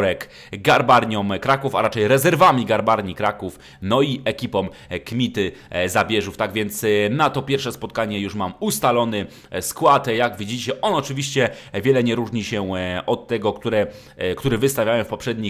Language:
Polish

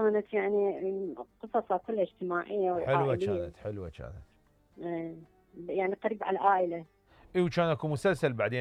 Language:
Mesopotamian Arabic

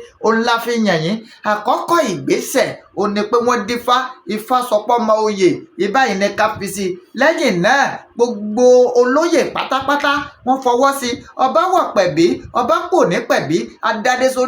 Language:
Yoruba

